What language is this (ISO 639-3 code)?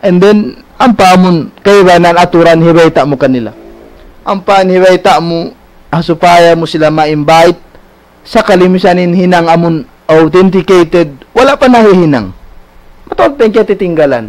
tsg